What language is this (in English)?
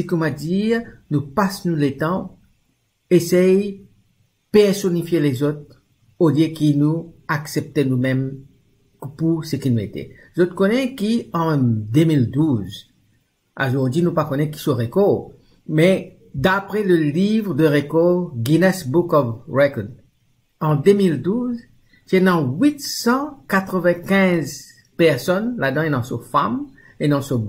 Morisyen